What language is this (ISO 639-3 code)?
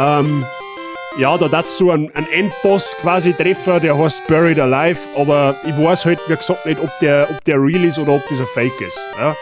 bar